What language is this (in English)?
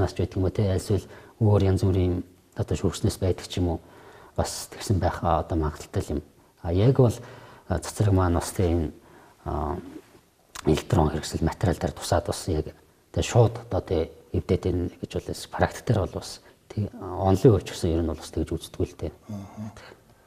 Mongolian